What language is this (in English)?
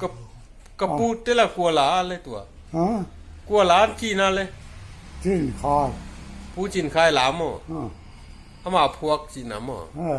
Tedim Chin